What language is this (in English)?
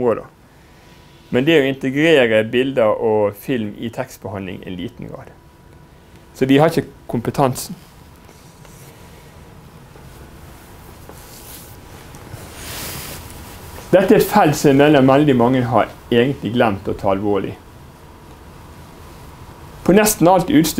Norwegian